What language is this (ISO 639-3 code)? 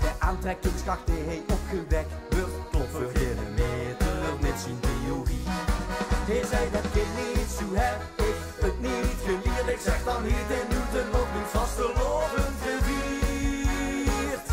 lim